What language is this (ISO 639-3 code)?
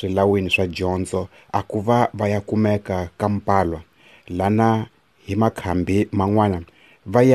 tso